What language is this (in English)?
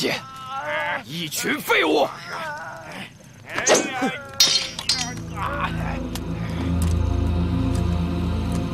Chinese